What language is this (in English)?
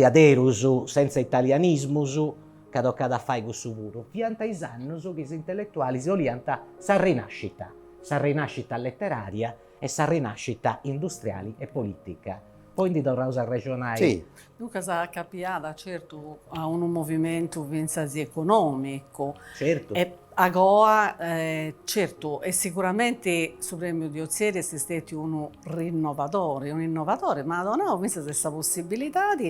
Sardinian